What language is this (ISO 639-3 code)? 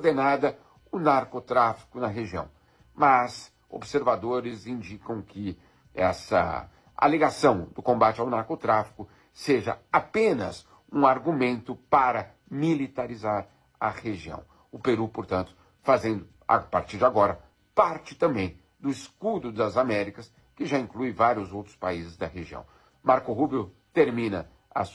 por